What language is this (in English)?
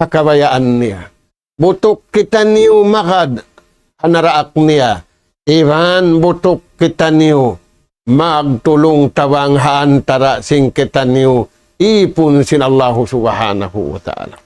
Tausug